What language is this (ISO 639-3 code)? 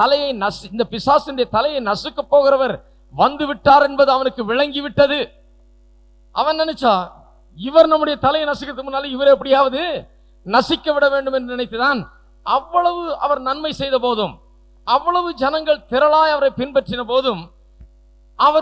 tam